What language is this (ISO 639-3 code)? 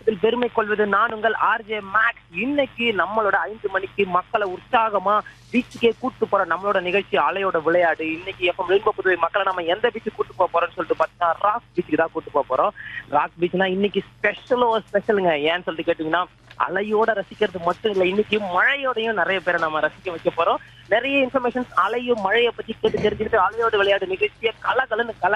tam